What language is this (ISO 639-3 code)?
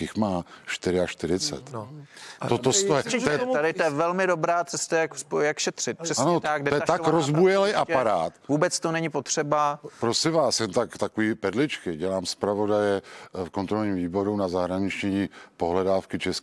ces